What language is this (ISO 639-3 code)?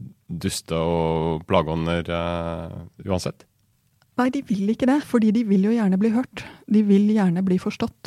nor